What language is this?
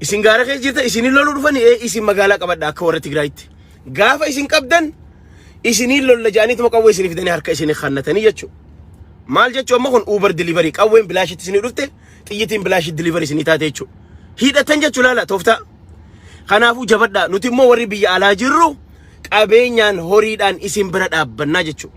Oromo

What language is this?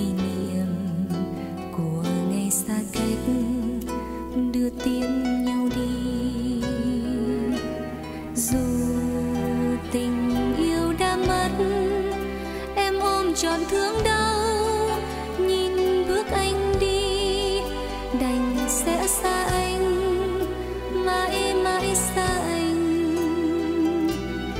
Vietnamese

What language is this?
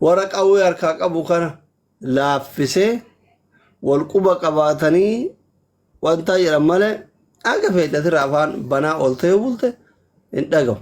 Oromo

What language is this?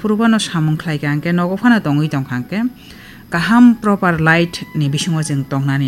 Kok Borok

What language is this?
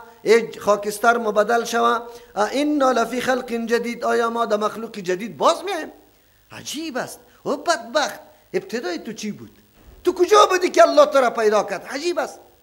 Persian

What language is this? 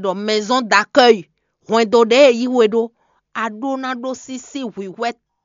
Fon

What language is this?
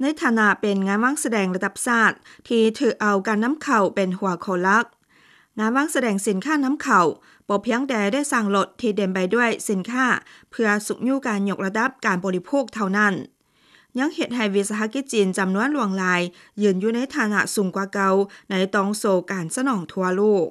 Lao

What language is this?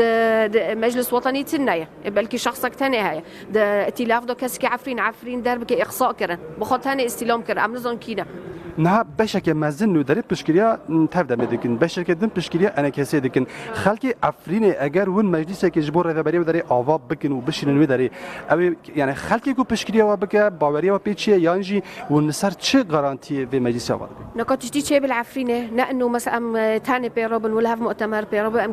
Kurdish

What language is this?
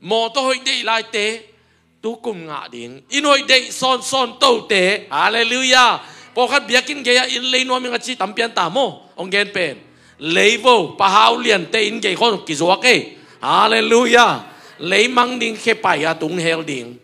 Tedim Chin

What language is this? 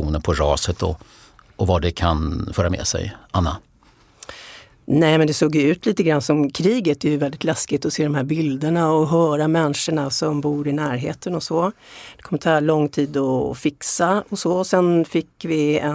Swedish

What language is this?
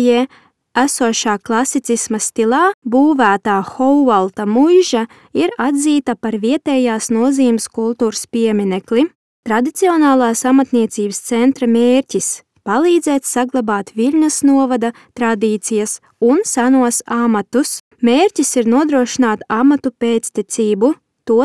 Latvian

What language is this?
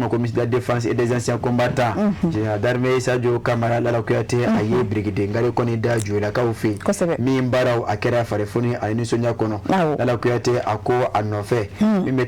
Bambara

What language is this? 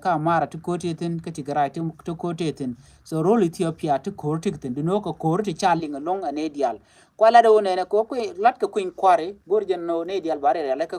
Nuer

